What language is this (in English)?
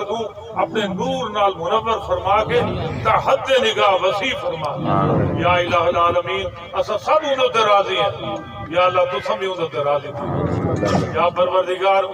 Saraiki